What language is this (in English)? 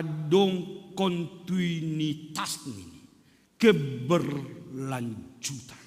Batak Simalungun